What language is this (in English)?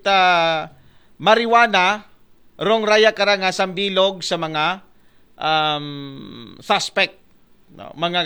Aklanon